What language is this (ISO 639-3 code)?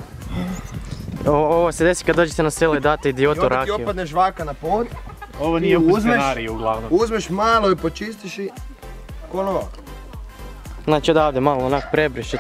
hrv